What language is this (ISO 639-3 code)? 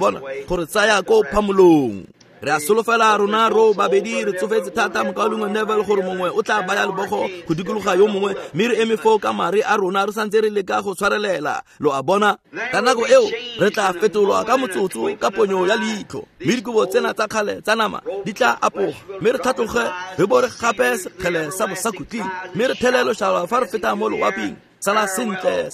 tsn